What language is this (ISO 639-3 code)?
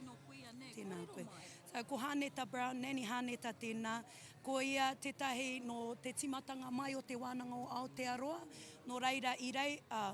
mri